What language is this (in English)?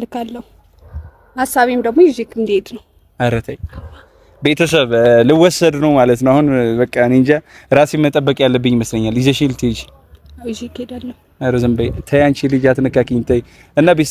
Amharic